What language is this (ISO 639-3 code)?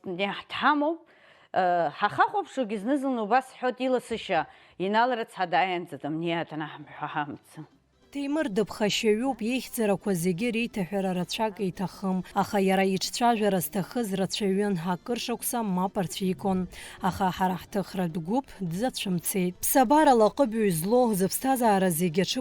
abk